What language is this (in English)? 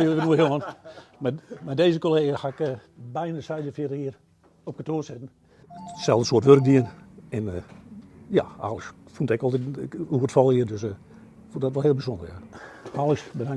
Western Frisian